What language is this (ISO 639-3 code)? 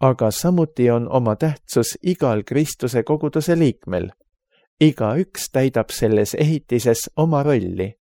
est